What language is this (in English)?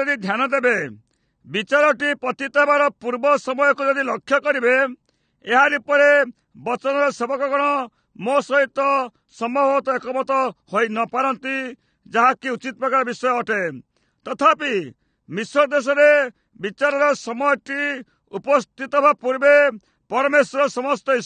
Odia